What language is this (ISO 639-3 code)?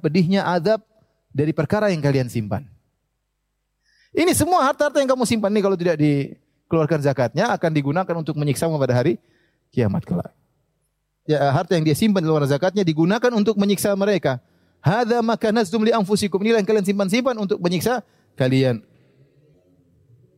ind